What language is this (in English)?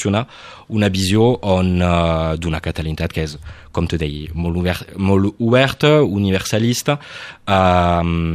Catalan